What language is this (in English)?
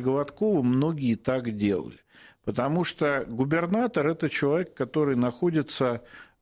Russian